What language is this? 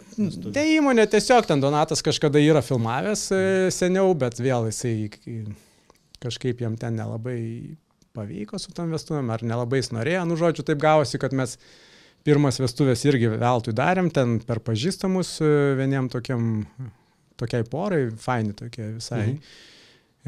Lithuanian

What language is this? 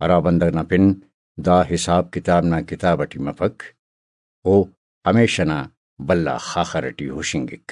Brahui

